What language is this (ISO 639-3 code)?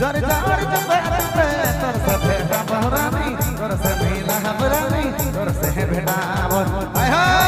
sck